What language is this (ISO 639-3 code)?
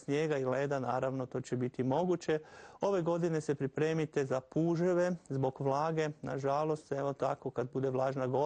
hrv